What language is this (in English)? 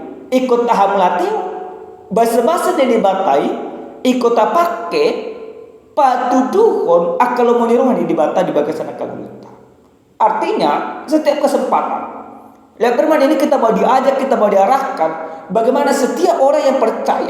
Batak Toba